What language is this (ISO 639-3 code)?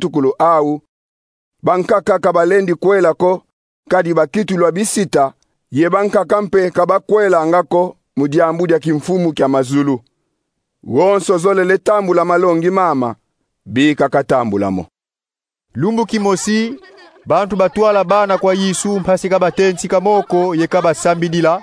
kon